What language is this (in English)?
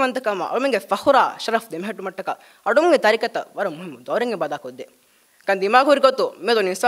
Divehi